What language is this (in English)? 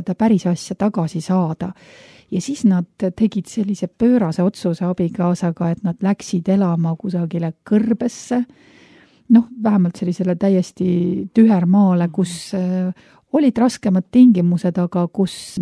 Estonian